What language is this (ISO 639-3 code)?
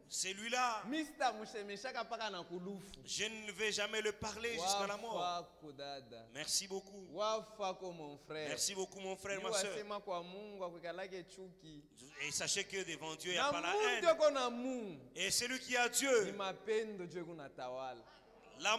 swa